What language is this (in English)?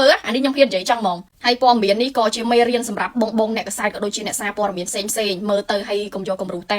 Khmer